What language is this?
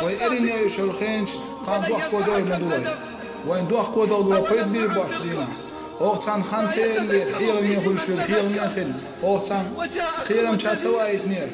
Chechen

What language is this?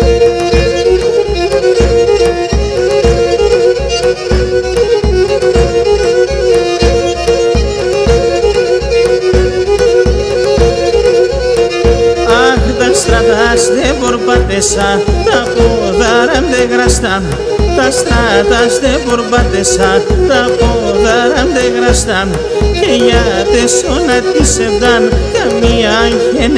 Greek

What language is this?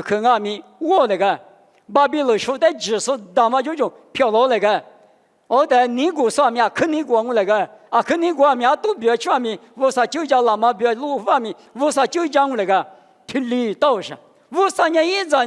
Lisu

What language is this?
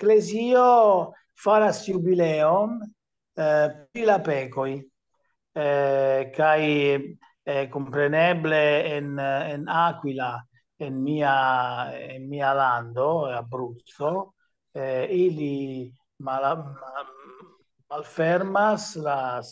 Esperanto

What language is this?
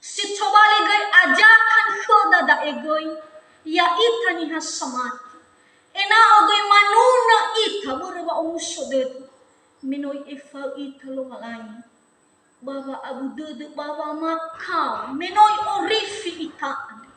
Nias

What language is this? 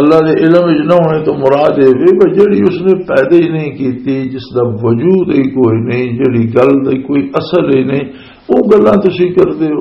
Western Panjabi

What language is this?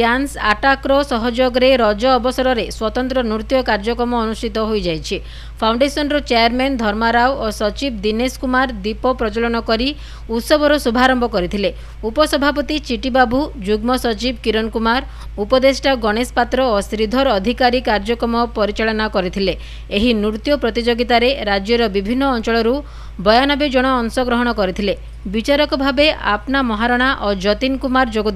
Odia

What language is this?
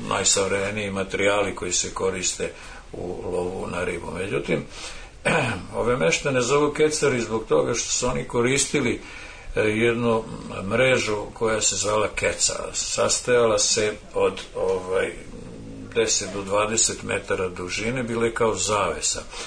Serbian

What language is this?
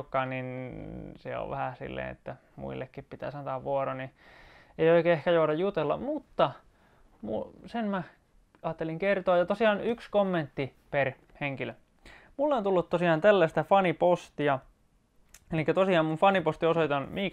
Finnish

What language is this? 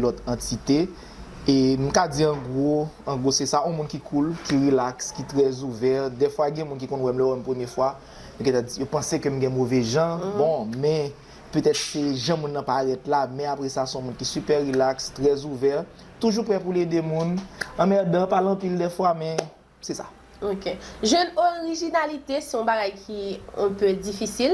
Haitian Creole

